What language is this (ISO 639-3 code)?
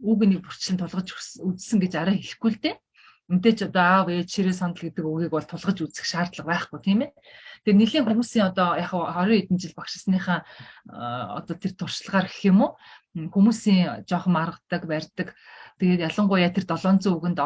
mon